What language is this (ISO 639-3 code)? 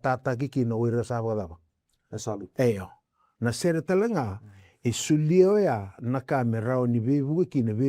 fij